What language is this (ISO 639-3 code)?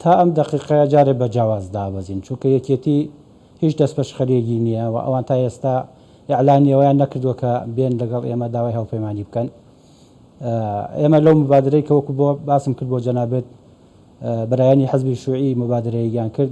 ckb